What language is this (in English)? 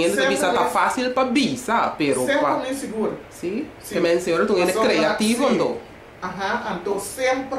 Papiamento